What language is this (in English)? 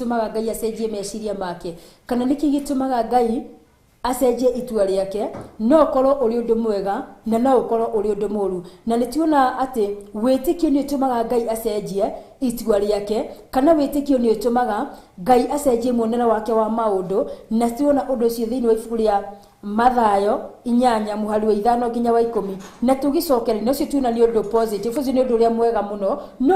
Kikuyu